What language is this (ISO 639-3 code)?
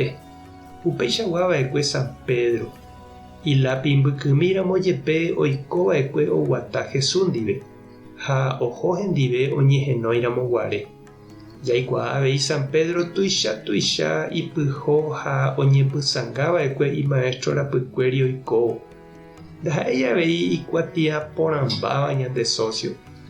grn